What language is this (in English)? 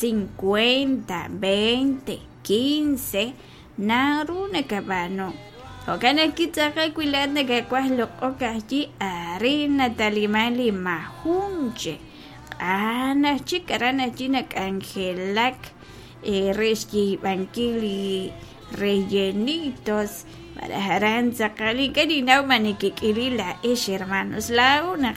Kekchí